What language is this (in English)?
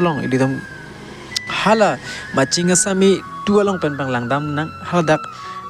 Karbi